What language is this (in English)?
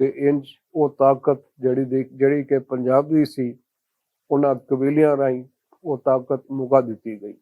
Western Panjabi